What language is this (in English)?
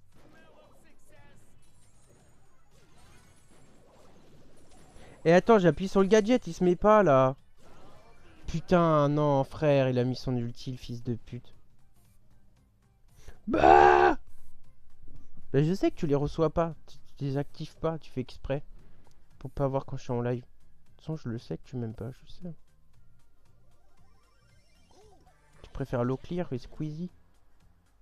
French